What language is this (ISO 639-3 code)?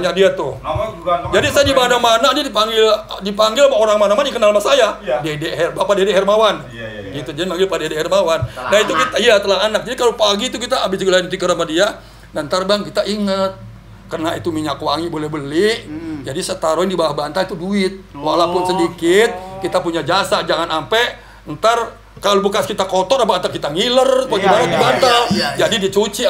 bew